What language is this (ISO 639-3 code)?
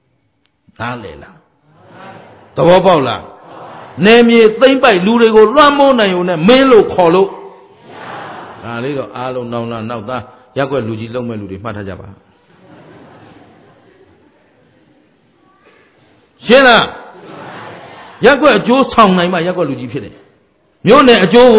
mya